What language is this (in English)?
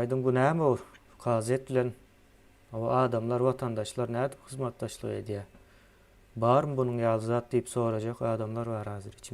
Turkmen